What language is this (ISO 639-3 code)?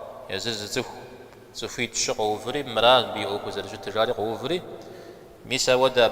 kbd